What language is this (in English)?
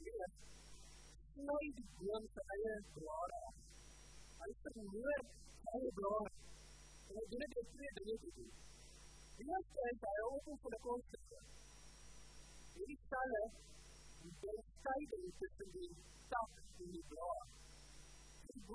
Afrikaans